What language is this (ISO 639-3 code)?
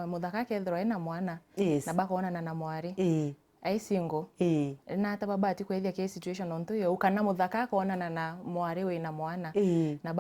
mer